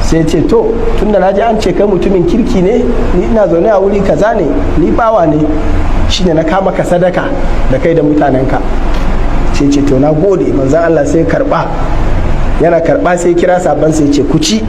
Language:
Hausa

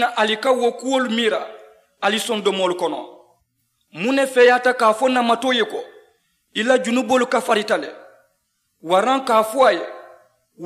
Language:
Mandingo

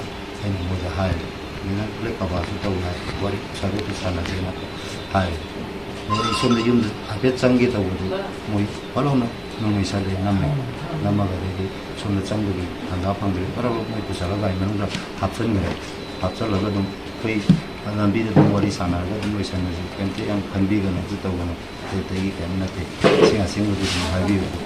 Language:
Manipuri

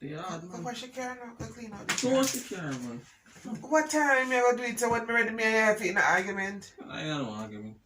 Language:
Jamaican Creole English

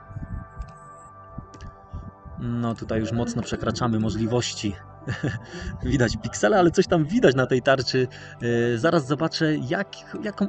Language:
Polish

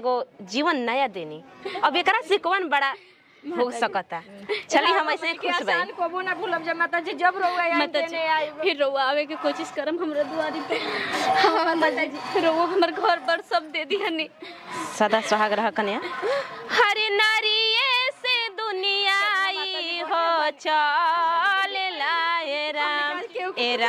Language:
Bhojpuri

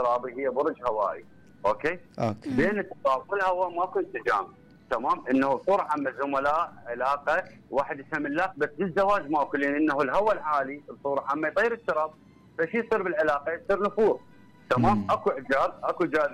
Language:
Mesopotamian Arabic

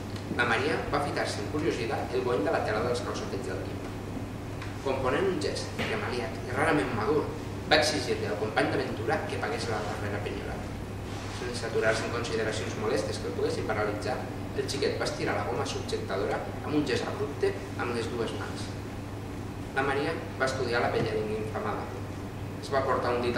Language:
Catalan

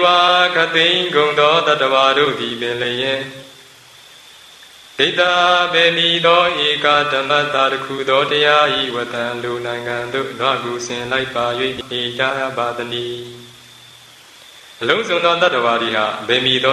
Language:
Burmese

